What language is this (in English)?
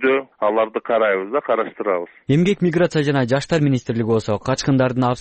Kyrgyz